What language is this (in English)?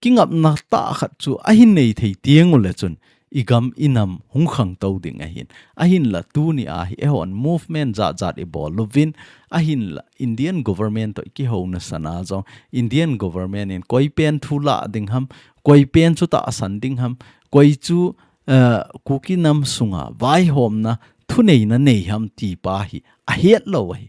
Thado Chin